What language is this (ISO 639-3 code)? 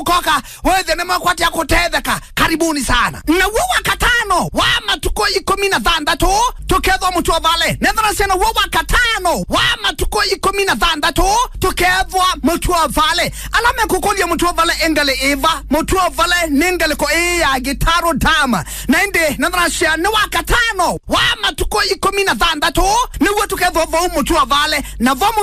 kam